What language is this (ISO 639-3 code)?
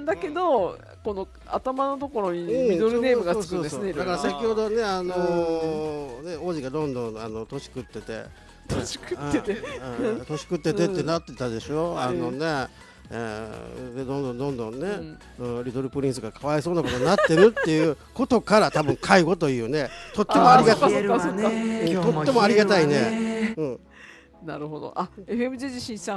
jpn